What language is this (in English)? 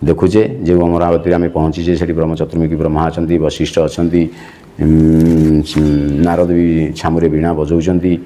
Odia